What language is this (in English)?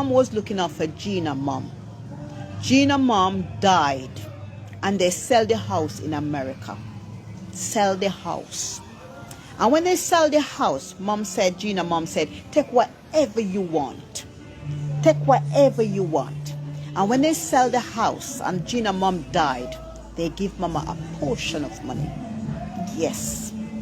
Jamaican Creole English